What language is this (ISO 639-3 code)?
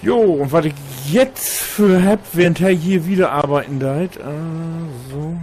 nds